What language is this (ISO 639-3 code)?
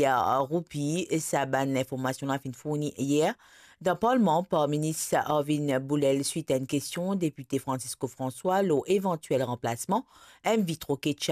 mfe